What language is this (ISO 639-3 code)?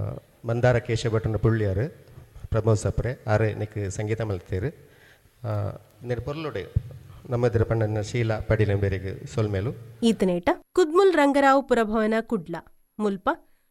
tcy